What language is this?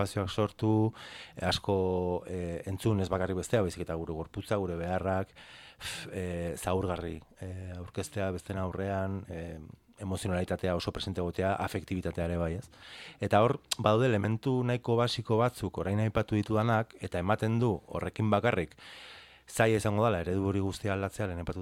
Basque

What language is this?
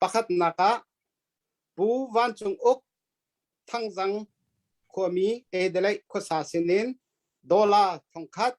Hakha Chin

